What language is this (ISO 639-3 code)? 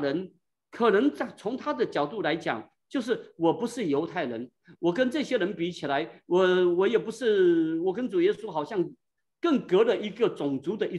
zho